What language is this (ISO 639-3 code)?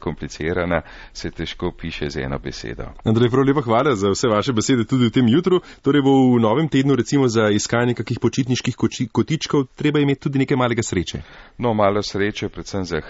slv